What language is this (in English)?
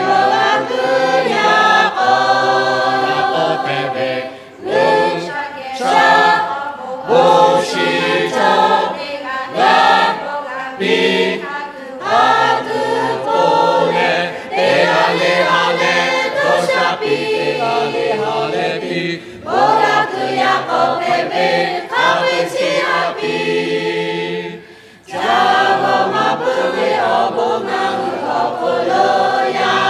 Lahu